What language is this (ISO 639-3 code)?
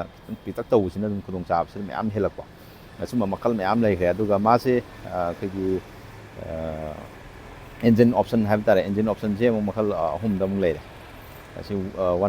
mni